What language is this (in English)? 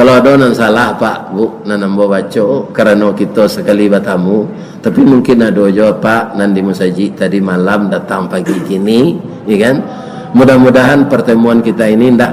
Minangkabau